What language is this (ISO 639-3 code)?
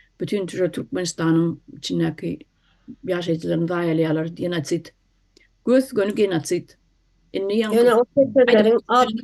tuk